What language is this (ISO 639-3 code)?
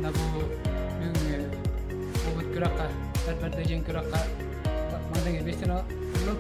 sah